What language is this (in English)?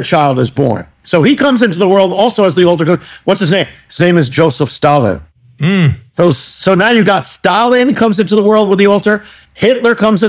English